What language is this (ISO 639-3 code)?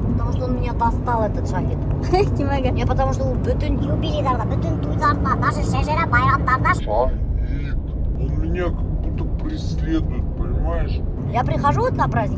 bak